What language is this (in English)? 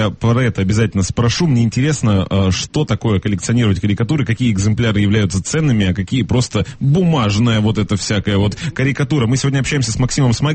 Russian